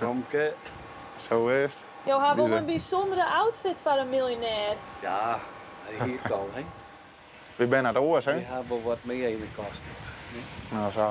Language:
Western Frisian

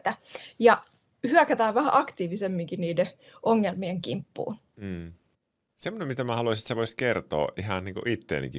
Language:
Finnish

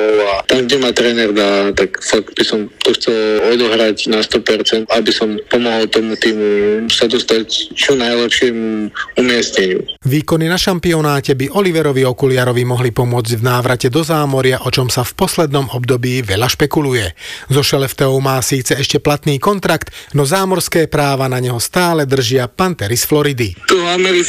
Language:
Slovak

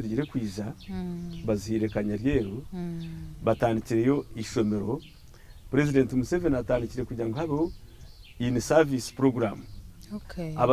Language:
Nyankole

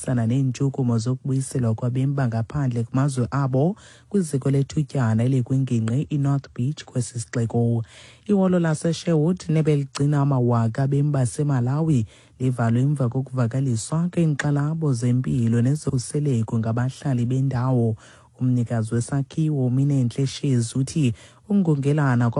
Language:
Xhosa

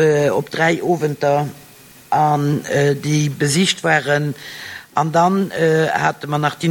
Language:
Luxembourgish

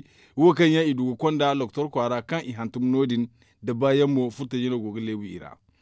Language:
Zarma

